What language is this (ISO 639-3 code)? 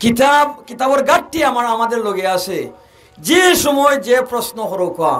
syl